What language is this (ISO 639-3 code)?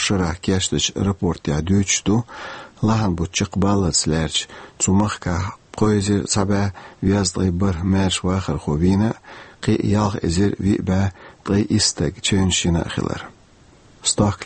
che